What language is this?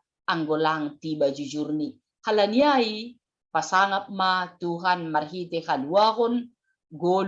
Batak Simalungun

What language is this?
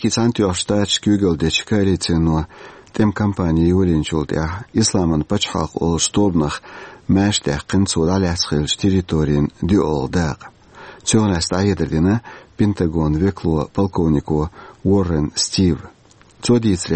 Chechen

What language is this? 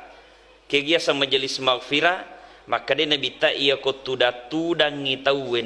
Buginese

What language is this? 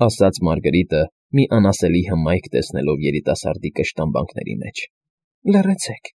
Armenian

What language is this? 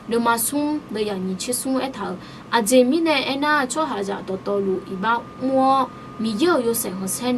Akha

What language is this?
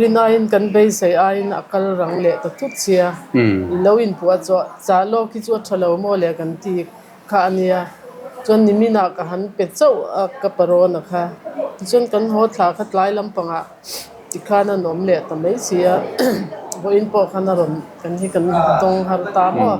Mizo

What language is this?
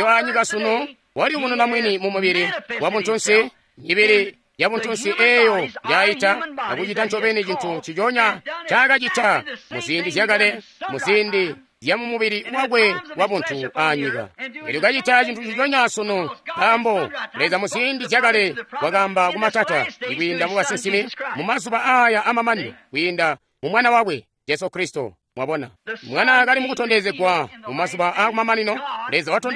Tonga (Zambia)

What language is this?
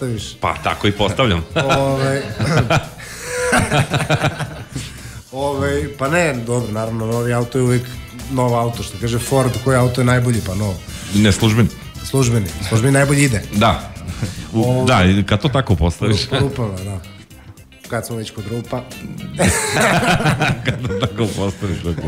Serbian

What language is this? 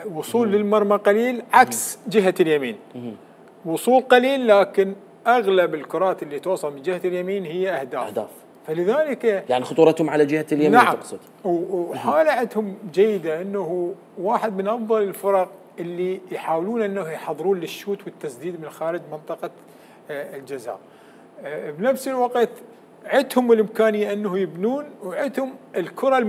Mesopotamian Arabic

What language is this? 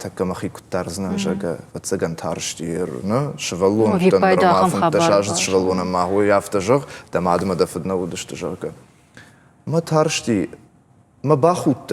Ossetic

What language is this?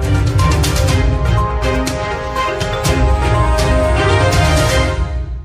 Tangkhul Naga (India)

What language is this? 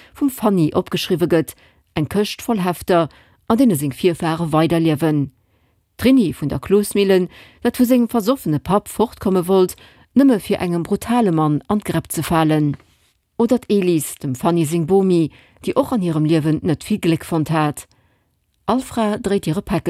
Luxembourgish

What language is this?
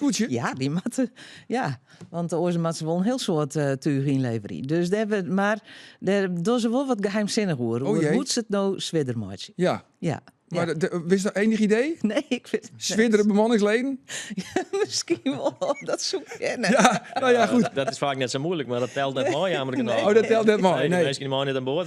Western Frisian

